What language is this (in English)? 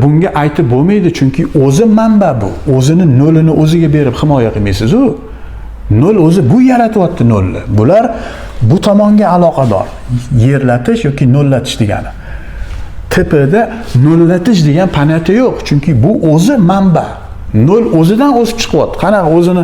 Uzbek